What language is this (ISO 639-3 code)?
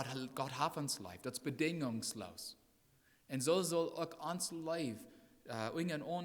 pdt